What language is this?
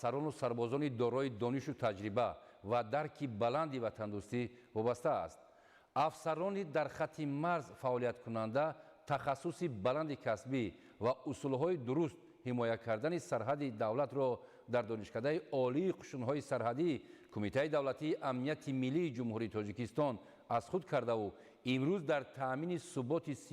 Tajik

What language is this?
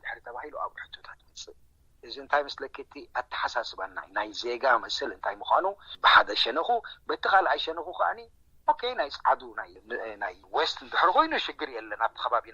Tigrinya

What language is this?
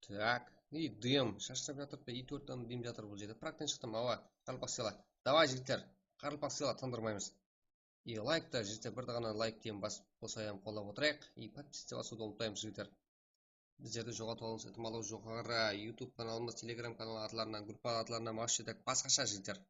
Kara-Kalpak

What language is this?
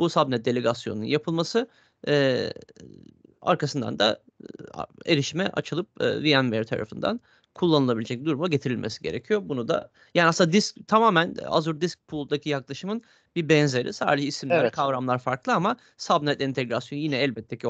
Turkish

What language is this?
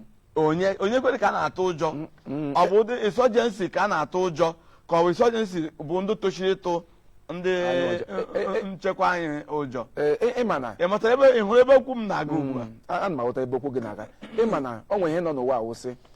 Igbo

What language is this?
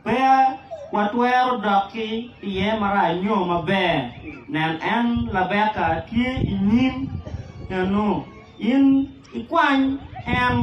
Acoli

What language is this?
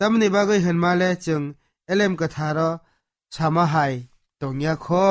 Kok Borok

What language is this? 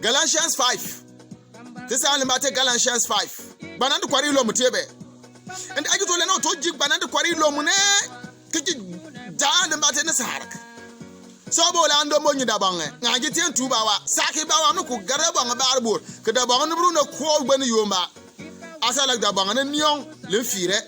Bimoba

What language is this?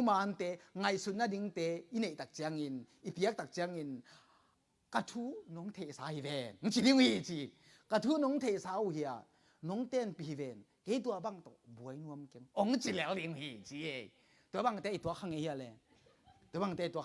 Tedim Chin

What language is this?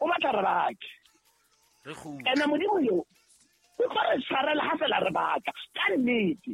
Southern Sotho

